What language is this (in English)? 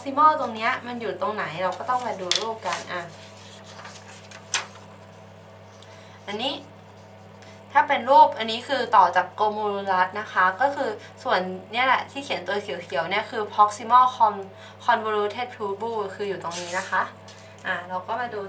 Thai